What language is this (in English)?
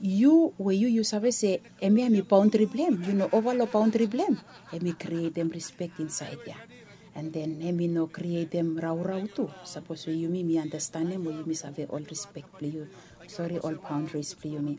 Bislama